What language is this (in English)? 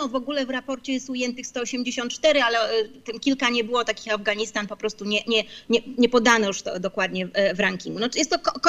Polish